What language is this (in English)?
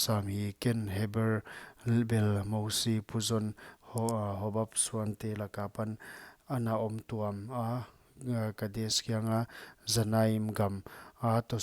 Paite Chin